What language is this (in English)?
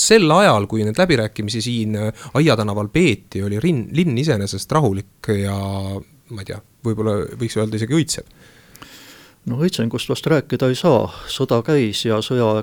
Estonian